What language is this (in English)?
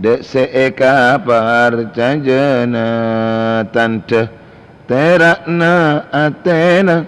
Madurese